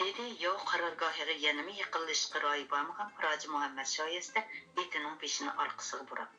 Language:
Uyghur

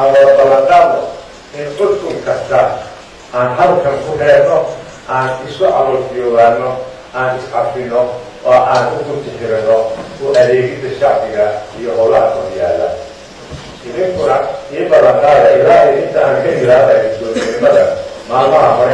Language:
Somali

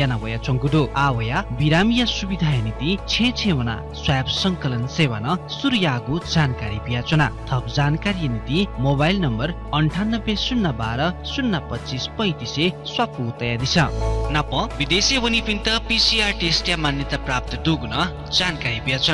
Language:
Newari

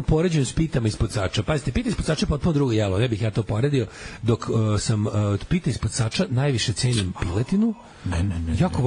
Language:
Serbian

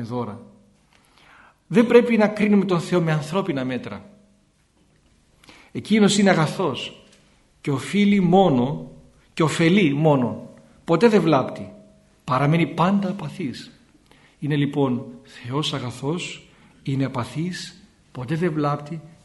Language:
Greek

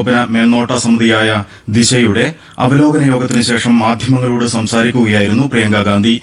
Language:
Malayalam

